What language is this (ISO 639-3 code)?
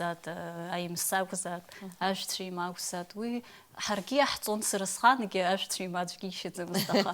abk